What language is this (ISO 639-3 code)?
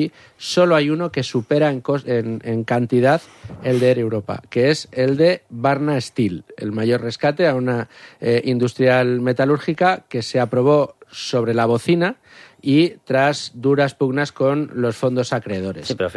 spa